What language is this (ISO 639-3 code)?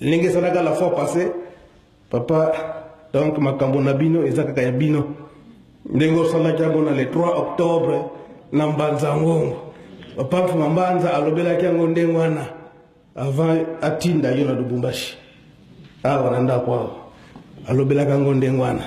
lin